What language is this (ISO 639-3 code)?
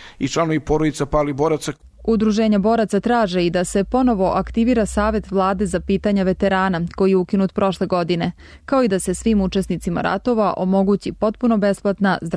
srp